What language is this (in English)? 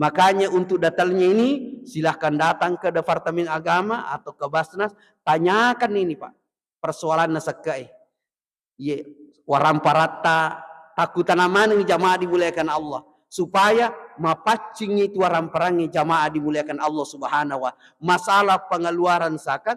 Buginese